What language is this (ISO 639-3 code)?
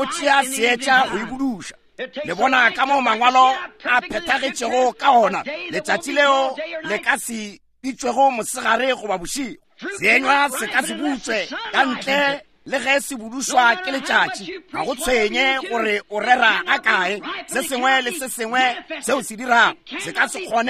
nso